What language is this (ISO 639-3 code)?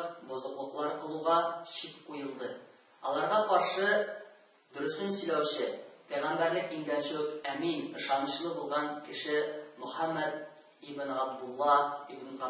tat